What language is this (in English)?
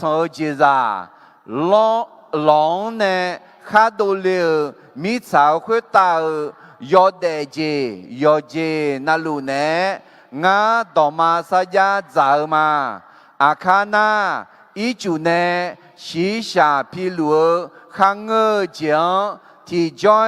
Akha